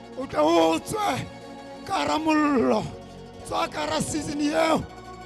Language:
Southern Sotho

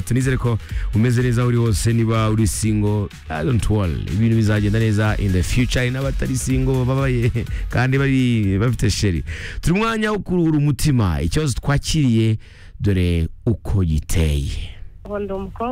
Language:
Kinyarwanda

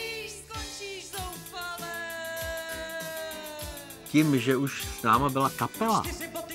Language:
Czech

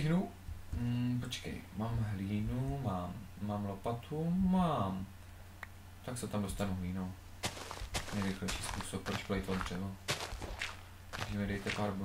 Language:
Czech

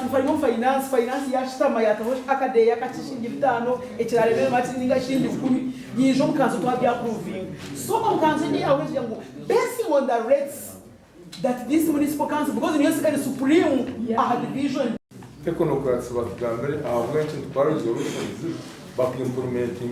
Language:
Nyankole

